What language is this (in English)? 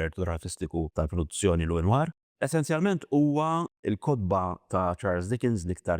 Maltese